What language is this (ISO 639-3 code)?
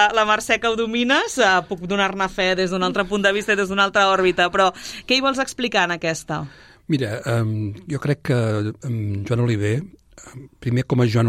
cat